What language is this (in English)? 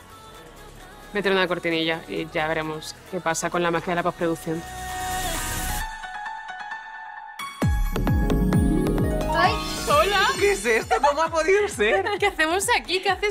Spanish